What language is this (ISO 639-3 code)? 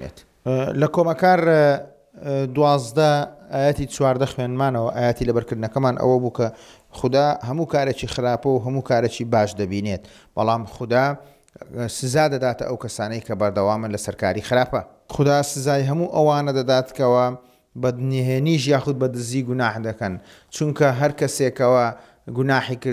ckb